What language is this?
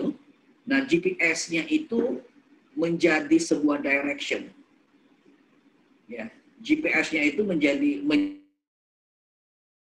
Indonesian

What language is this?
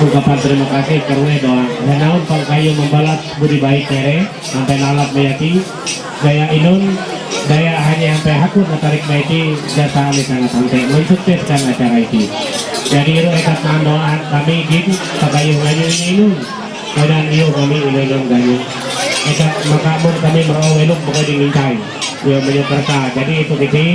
Ma'anyan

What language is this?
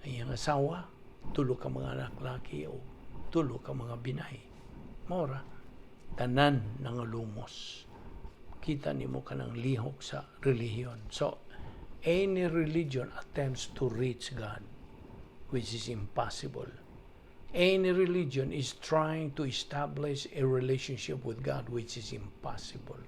Cebuano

